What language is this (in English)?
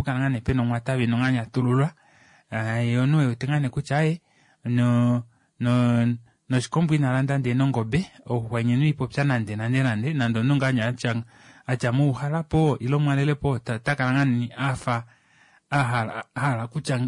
Kuanyama